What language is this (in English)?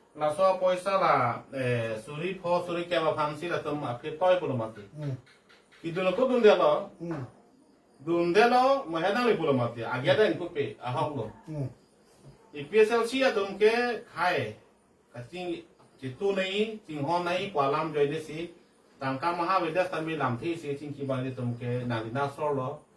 Karbi